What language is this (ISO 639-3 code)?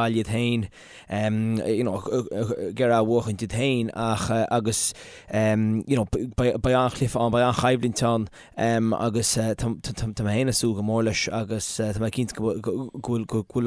gle